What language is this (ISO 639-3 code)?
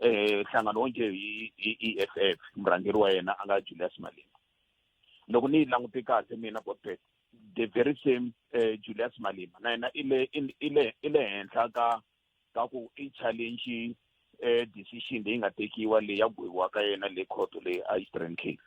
tso